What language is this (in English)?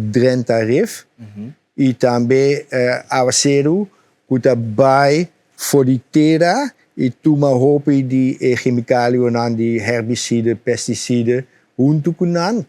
Papiamento